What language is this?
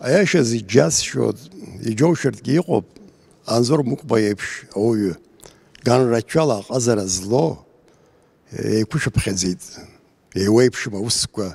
Abkhazian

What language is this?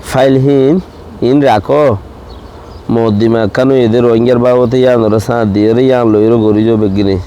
Rohingya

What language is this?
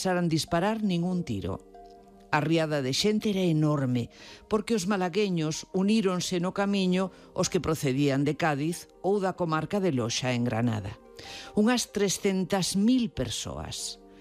Galician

